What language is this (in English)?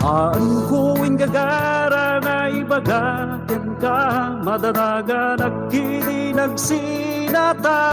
Iloko